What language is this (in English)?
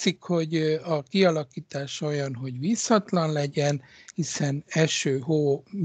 Hungarian